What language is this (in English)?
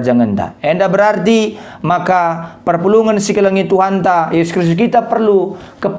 Batak Karo